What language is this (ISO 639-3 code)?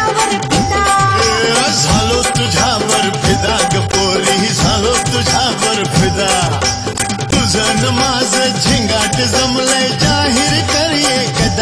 mar